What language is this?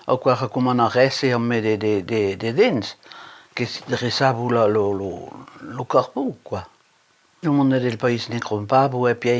Occitan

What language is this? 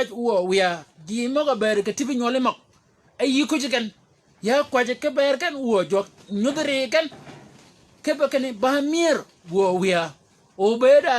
Shilluk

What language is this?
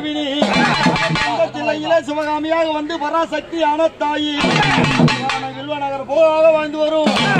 Tamil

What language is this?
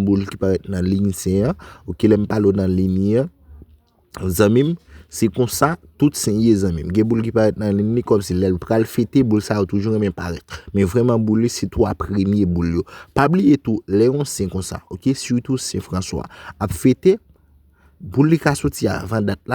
Haitian Creole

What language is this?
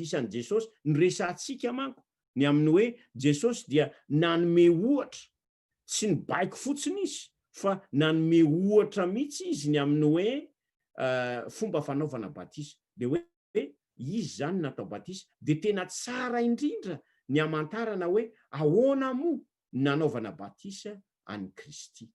Malagasy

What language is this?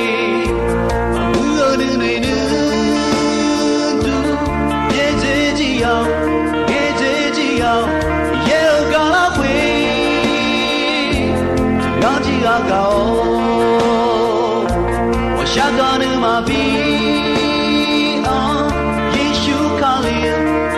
Akha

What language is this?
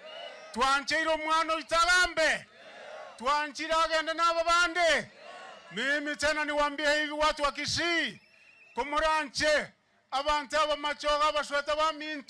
Gusii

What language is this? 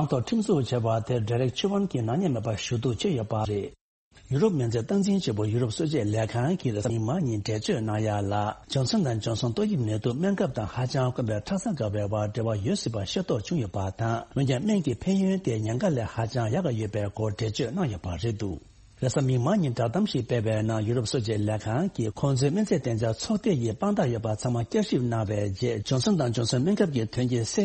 Tibetan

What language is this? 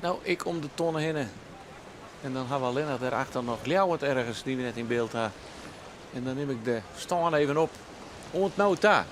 Western Frisian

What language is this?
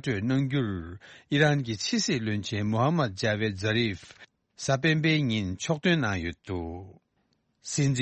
Tibetan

